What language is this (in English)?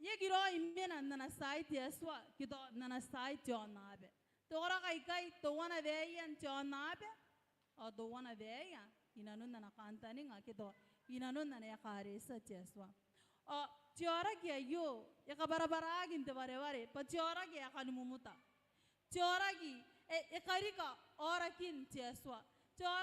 Gilbertese